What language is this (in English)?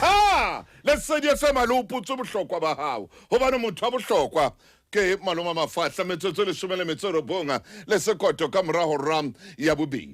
Southern Sotho